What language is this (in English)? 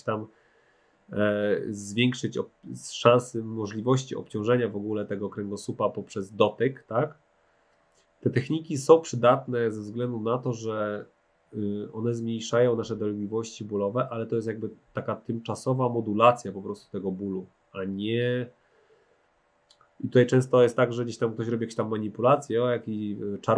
Polish